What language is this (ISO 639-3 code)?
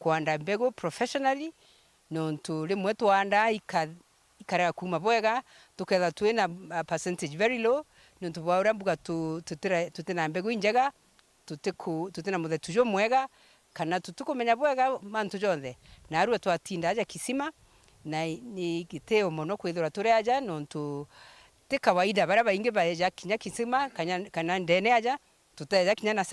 mer